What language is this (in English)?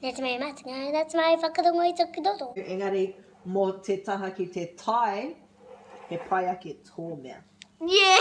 Māori